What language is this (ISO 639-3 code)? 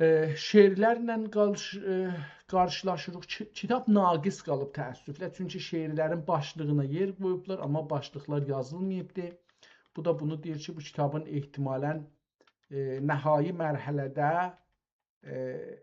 azb